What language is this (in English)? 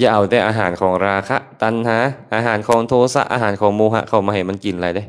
Lao